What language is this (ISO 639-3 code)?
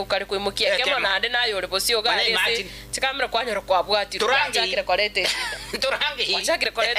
guz